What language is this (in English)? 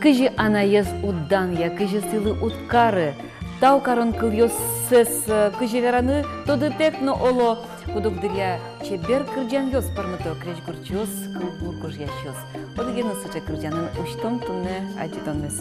Udmurt